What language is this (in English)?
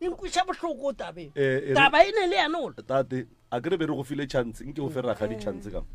Northern Sotho